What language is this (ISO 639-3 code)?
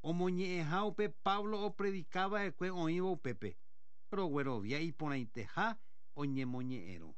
grn